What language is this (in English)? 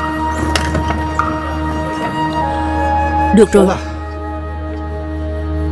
Vietnamese